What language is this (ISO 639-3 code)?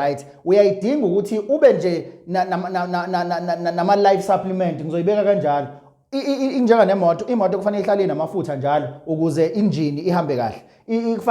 zul